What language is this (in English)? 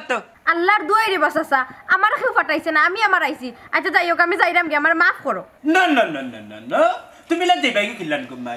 Sylheti